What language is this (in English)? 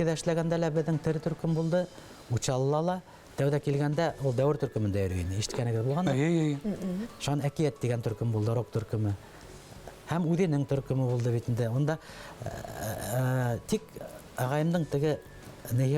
Bashkir